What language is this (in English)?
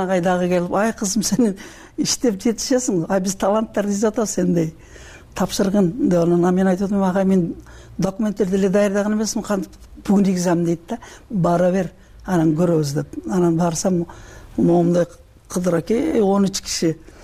Kyrgyz